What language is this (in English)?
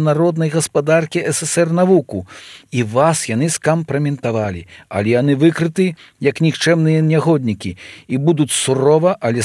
Belarusian